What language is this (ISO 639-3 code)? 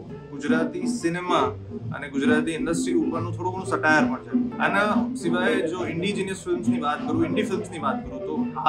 guj